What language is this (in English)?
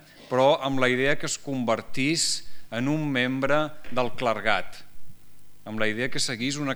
Catalan